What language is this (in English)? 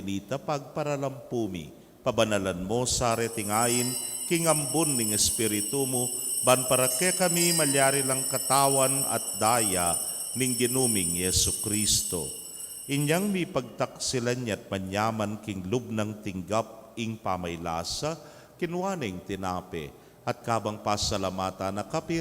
Pampanga